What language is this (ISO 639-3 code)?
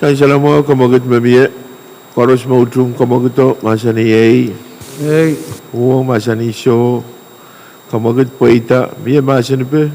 pon